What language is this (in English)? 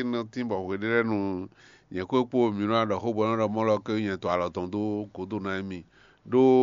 Fon